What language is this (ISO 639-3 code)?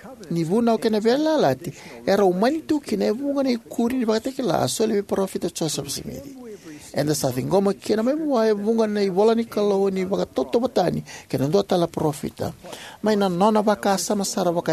fij